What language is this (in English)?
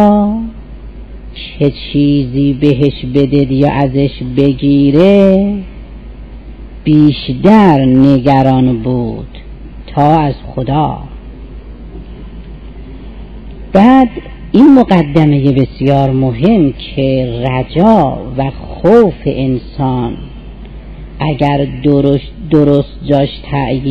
Persian